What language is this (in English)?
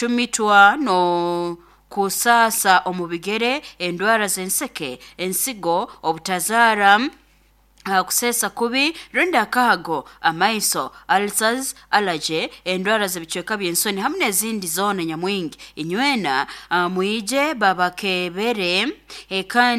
Nyoro